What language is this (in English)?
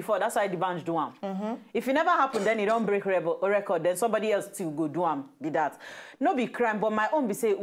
Nigerian Pidgin